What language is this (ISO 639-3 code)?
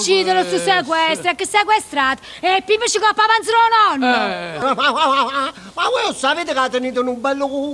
nap